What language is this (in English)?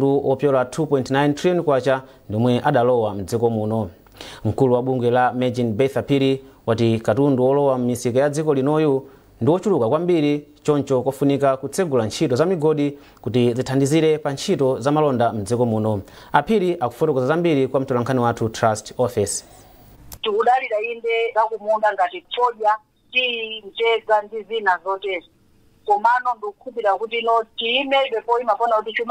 Nyanja